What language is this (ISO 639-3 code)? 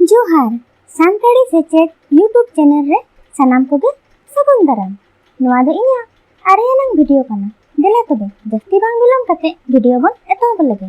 sat